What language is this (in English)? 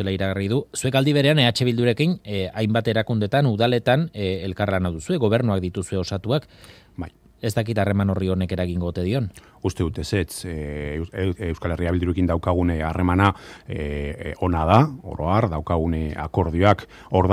Basque